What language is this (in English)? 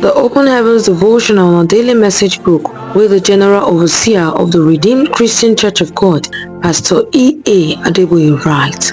Nigerian Pidgin